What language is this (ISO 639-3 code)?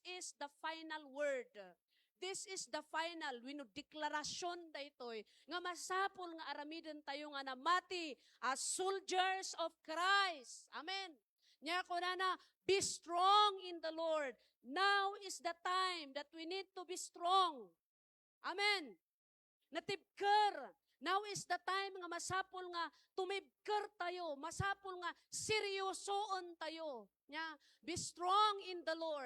ilo